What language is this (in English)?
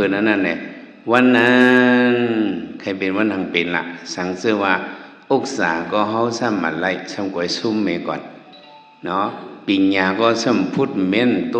Shan